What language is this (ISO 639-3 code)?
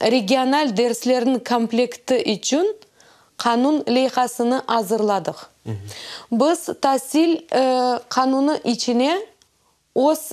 crh